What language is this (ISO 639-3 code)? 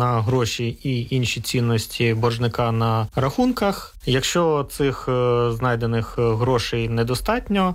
ukr